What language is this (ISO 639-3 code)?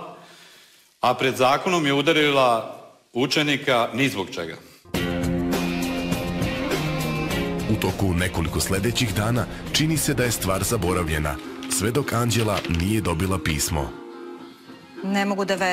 srp